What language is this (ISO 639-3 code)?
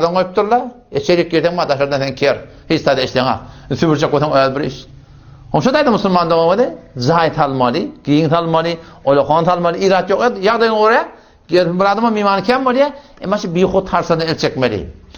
tuk